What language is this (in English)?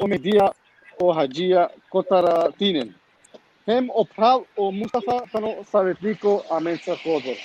Balkan Romani